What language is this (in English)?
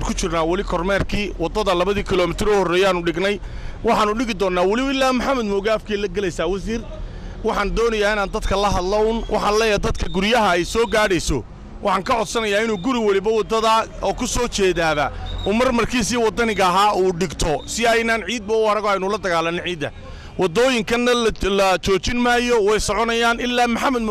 Somali